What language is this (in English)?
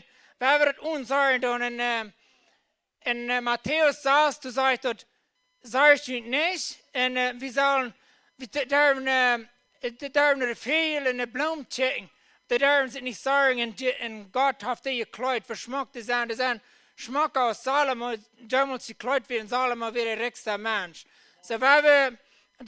Plautdietsch